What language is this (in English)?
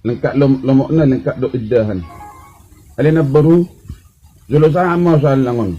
Batak Toba